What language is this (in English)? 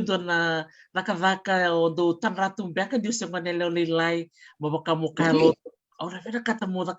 Fijian